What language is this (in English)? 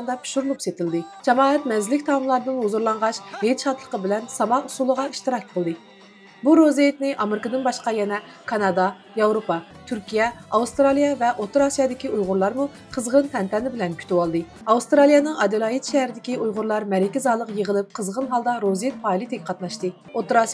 Uyghur